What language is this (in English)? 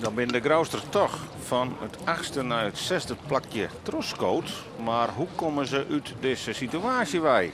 Western Frisian